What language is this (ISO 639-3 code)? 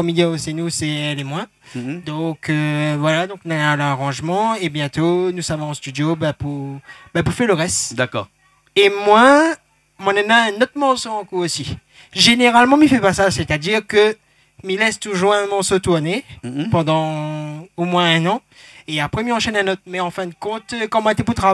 rcf